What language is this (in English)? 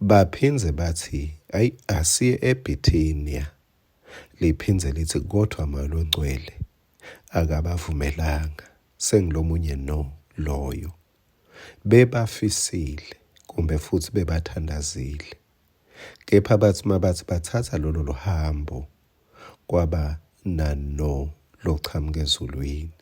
Swati